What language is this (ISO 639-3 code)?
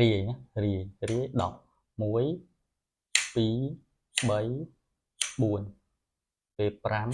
khm